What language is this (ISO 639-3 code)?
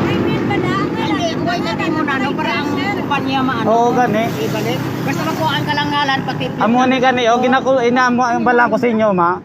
hil